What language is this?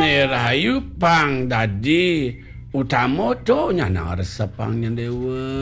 Balinese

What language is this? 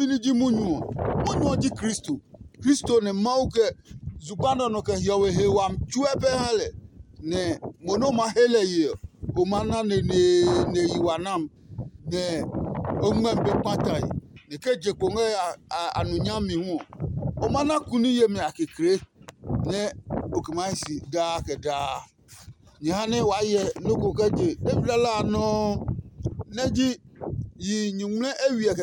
Adangme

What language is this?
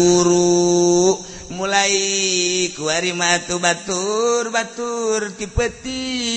Sundanese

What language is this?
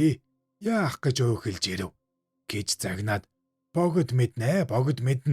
Mongolian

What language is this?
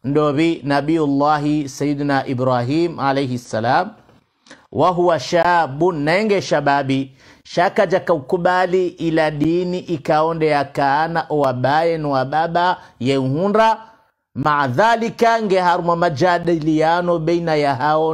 Swahili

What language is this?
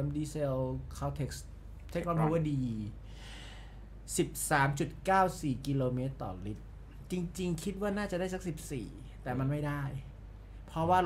Thai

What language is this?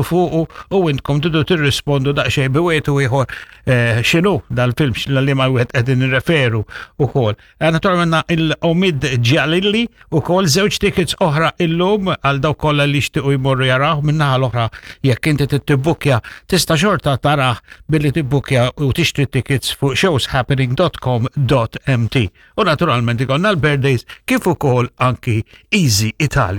Maltese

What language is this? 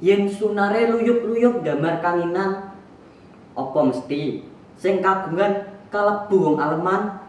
Javanese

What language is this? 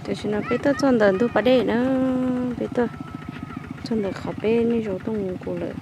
Hmong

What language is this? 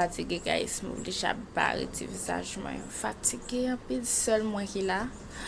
Haitian Creole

